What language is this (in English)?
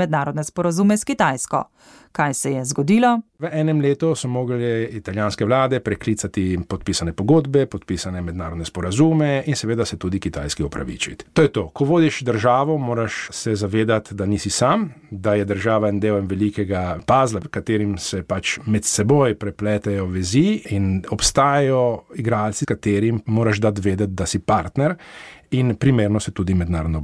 Slovenian